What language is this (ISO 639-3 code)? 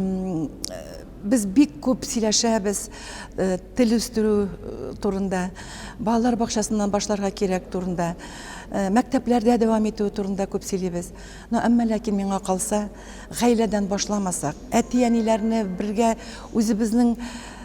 tat